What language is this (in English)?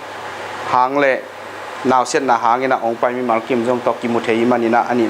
Tedim Chin